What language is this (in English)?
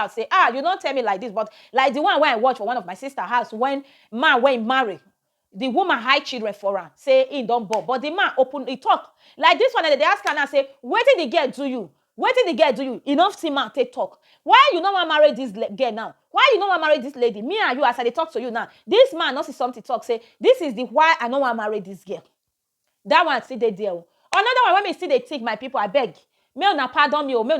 Nigerian Pidgin